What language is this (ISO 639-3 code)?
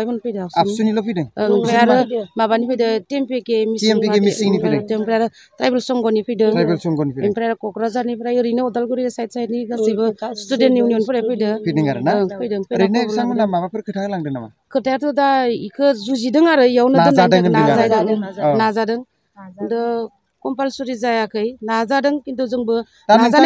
brx